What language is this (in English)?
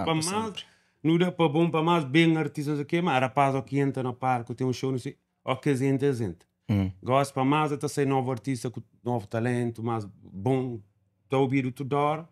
Kabuverdianu